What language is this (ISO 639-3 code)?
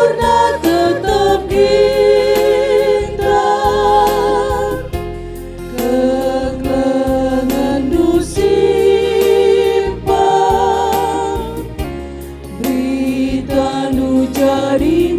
btx